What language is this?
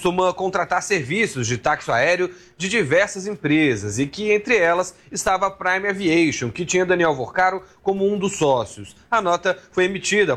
Portuguese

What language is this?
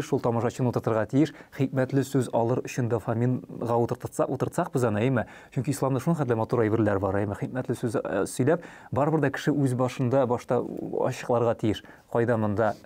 Tatar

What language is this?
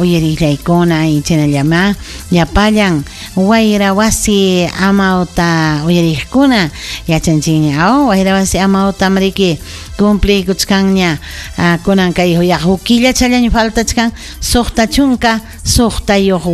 Ayacucho Quechua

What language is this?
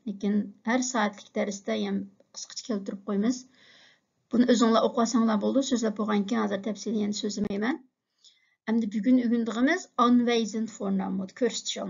Uyghur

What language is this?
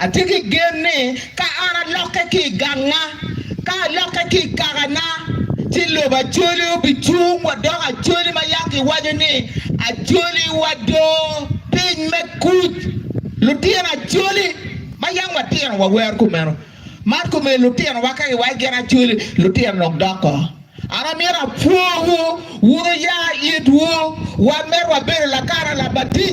Acoli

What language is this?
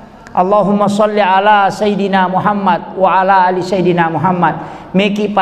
Buginese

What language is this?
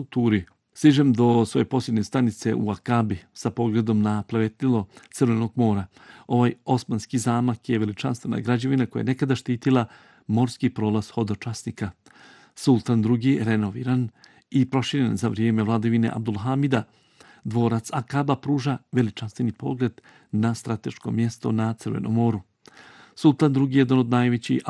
Bosnian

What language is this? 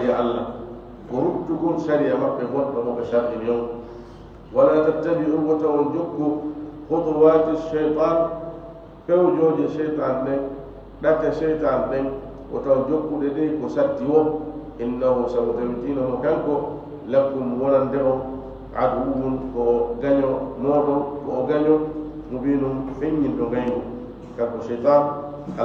Fula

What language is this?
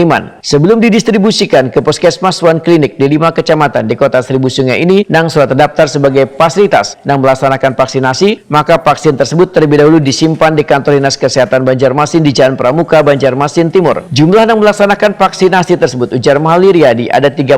Banjar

